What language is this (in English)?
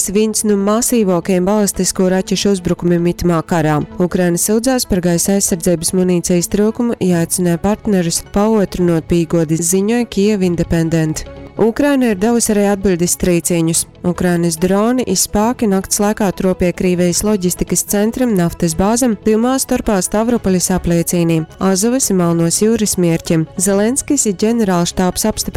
Latgalian